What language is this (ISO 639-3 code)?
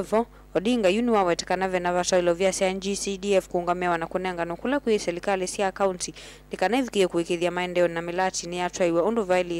kam